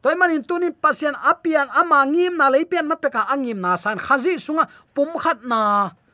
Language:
Tedim Chin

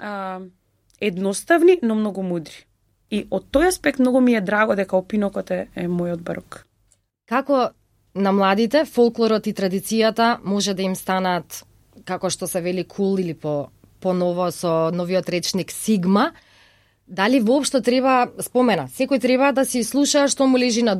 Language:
Macedonian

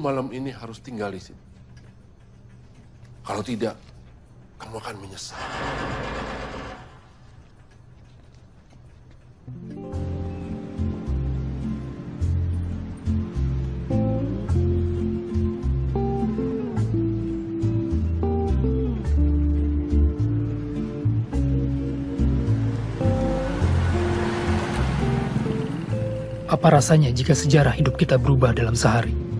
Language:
Indonesian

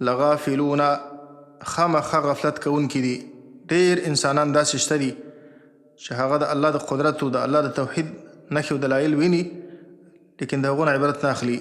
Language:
Pashto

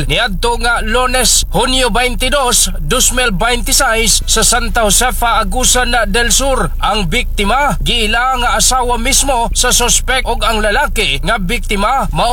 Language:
Cebuano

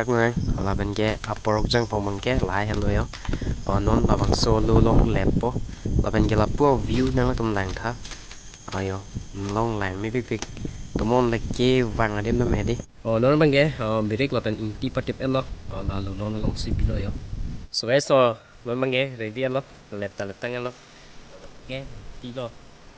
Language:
Karbi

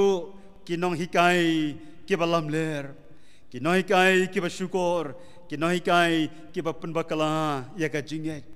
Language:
Khasi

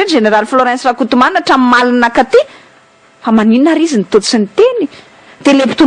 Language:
Malagasy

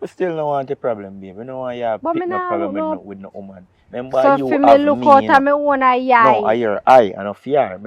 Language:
Jamaican Creole English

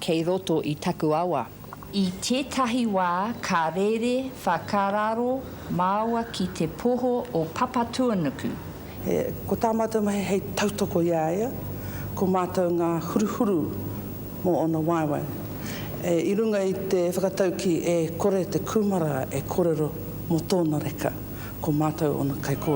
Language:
Māori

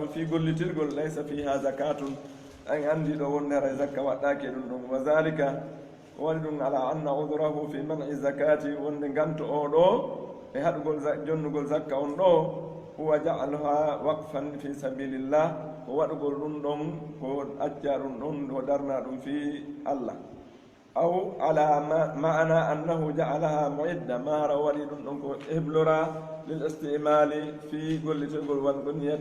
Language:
Pular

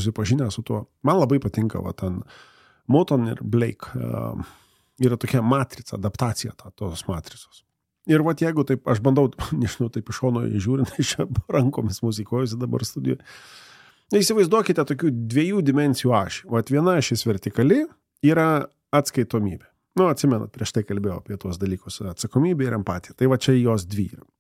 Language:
Lithuanian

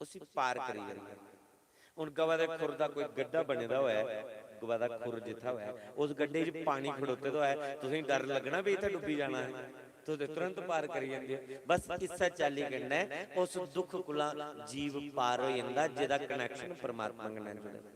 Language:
Dogri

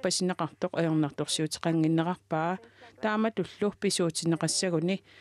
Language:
Kalaallisut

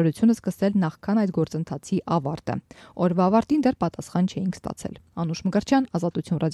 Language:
Armenian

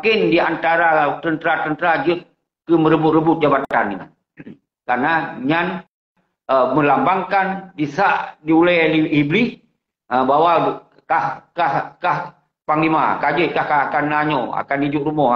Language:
Achinese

